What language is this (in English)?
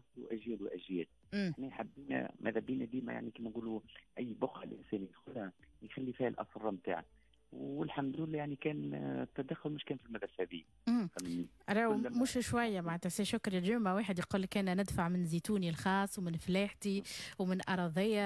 Tunisian Arabic